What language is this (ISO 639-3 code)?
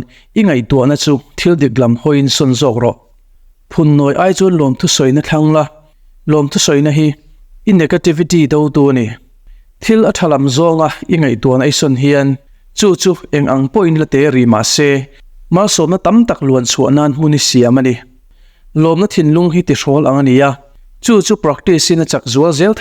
lus